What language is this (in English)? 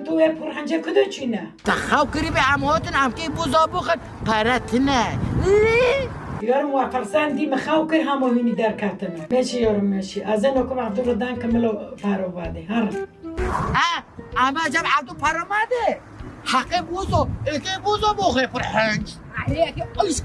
Kurdish